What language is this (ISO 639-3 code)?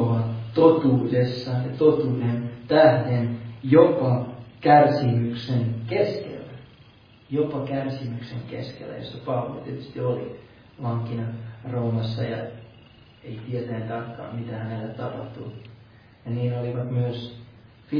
fin